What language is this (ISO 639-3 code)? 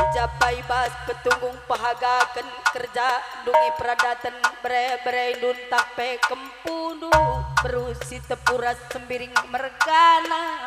btx